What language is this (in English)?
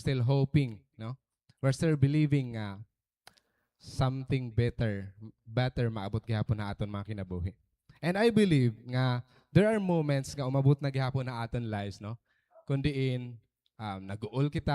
Waray